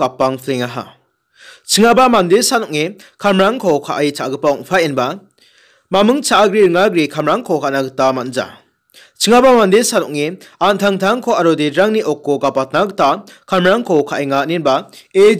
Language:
Garo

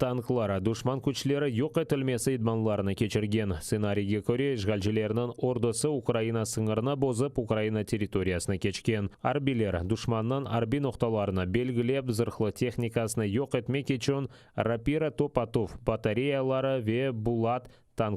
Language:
Crimean Tatar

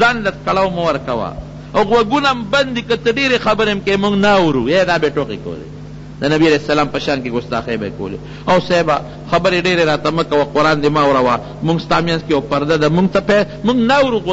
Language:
Pashto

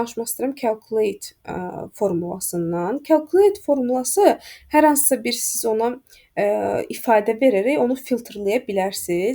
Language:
Azerbaijani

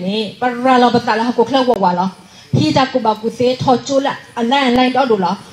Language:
S'gaw Karen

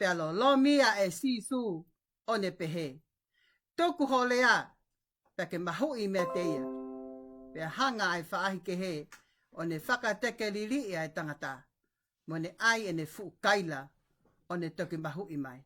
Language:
Tongan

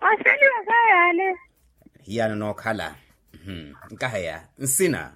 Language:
Makhuwa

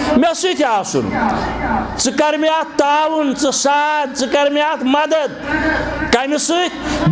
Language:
Kashmiri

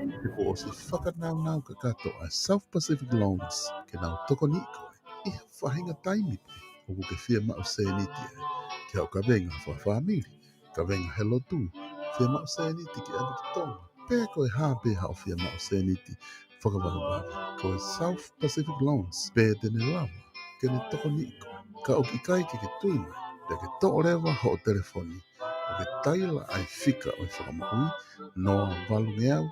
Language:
Tongan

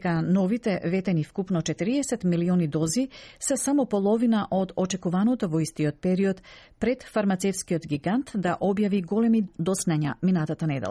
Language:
Macedonian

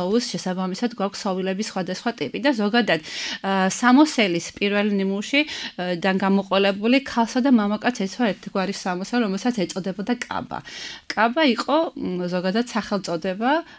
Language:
Georgian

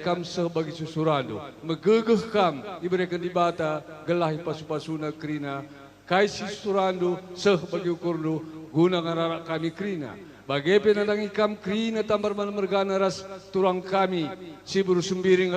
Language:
Batak Karo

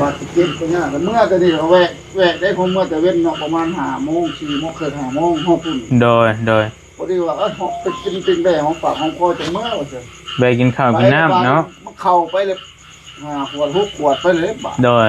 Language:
Northeastern Thai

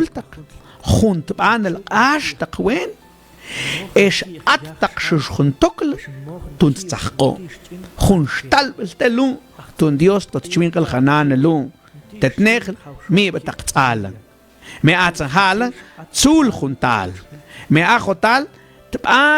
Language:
Mam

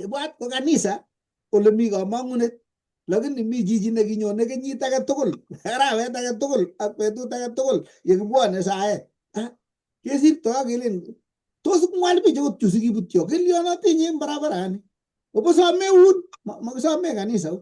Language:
Kalenjin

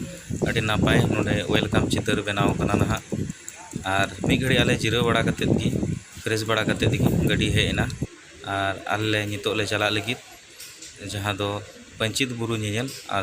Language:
Santali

